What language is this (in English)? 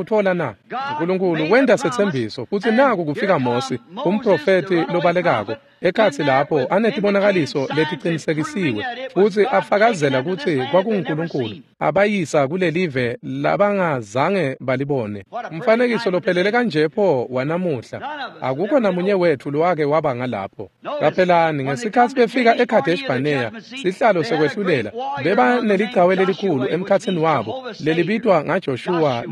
Swati